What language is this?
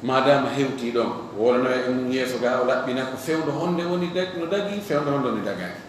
Fula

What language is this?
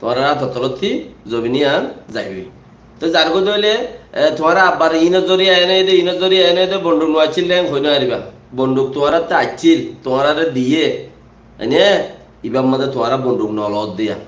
Rohingya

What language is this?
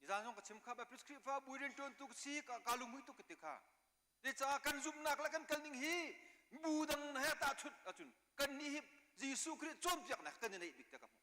Hakha Chin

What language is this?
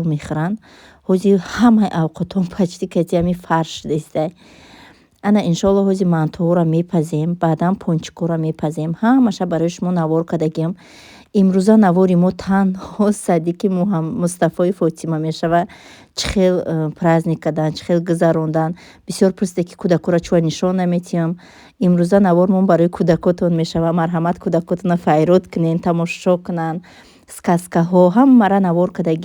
Tajik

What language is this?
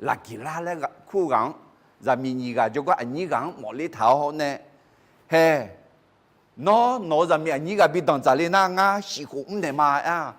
Akha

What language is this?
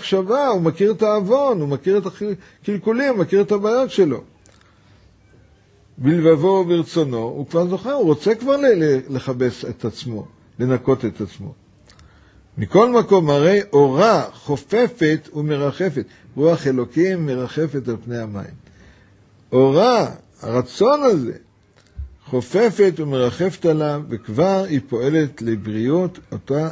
Hebrew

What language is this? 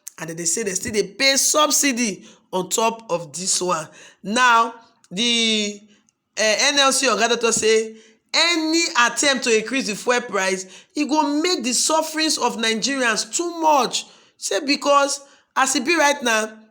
Nigerian Pidgin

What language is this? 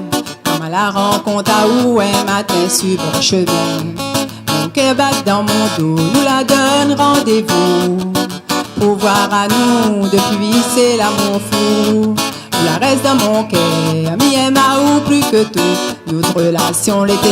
Réunion Creole French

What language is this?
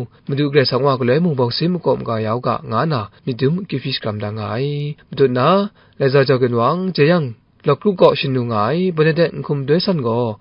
Kachin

